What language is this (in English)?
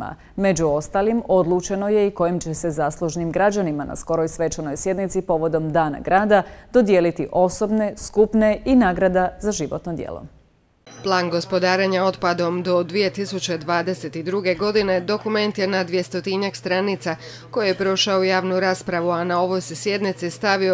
Croatian